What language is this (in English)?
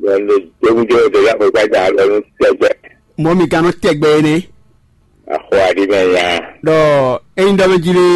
Fon